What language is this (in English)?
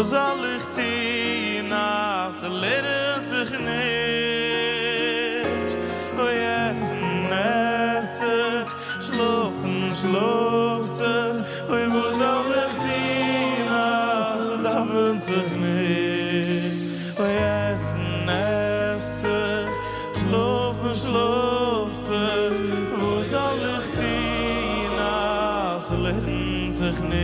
Yiddish